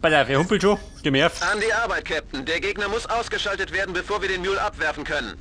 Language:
Bavarian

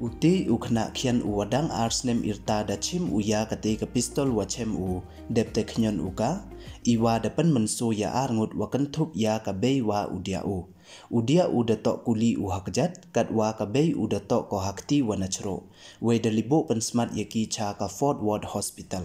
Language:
Pnar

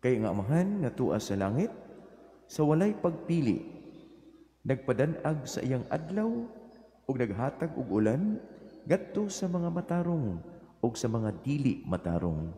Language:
Cebuano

